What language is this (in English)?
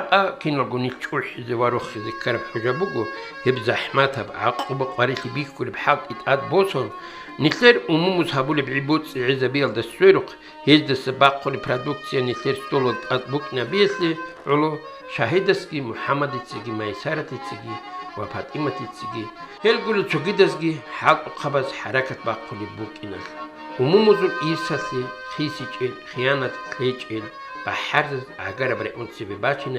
Avaric